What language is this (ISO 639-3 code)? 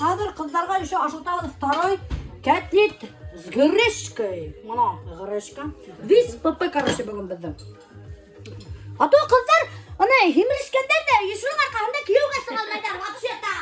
bak